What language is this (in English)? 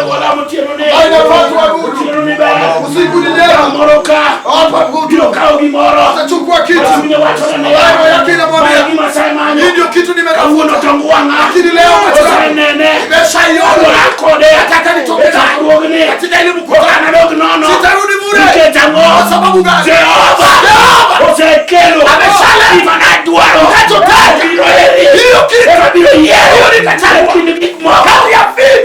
Luo (Kenya and Tanzania)